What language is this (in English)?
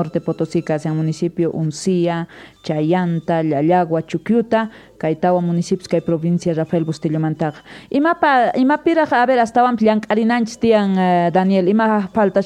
South Bolivian Quechua